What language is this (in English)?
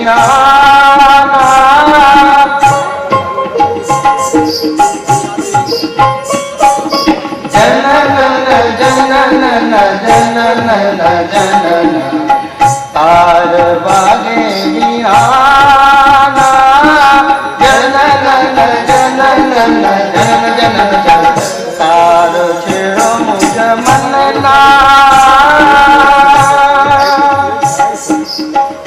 Gujarati